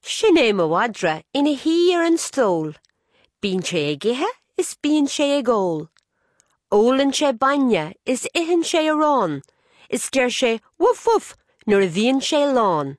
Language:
Irish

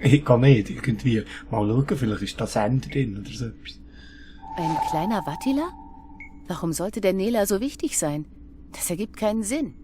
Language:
Swiss German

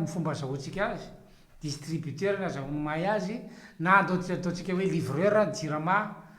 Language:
Malagasy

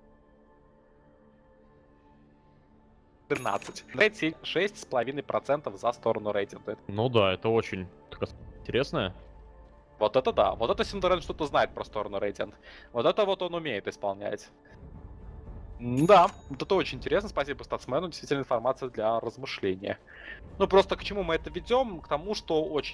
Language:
Russian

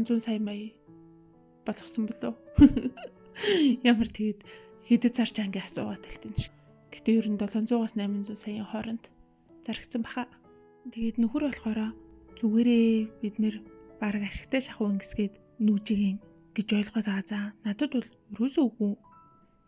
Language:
Mongolian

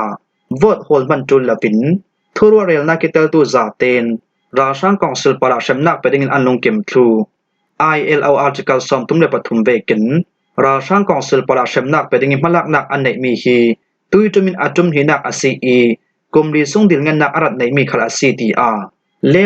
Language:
Falam Chin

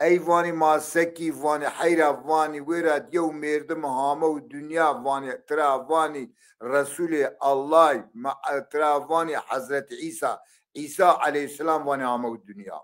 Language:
Zaza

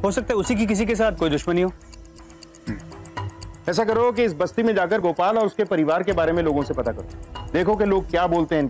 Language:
Hindi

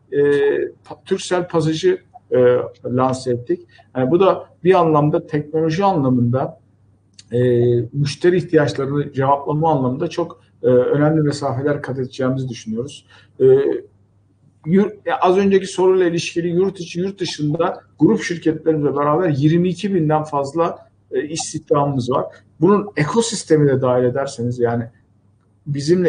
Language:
Turkish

